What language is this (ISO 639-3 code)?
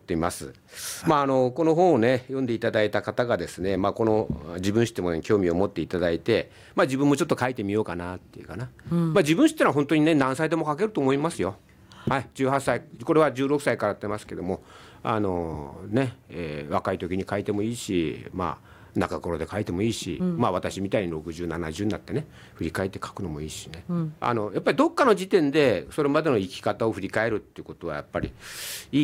jpn